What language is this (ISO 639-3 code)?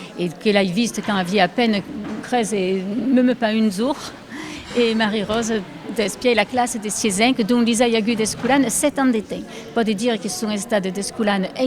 oci